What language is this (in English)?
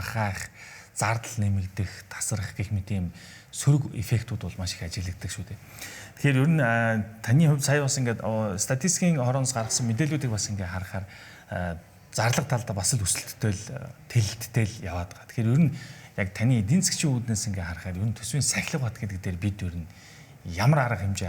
Mongolian